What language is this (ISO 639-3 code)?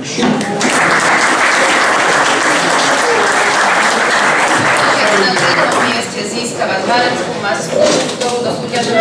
slk